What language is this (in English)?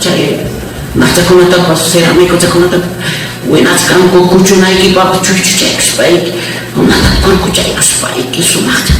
Ayacucho Quechua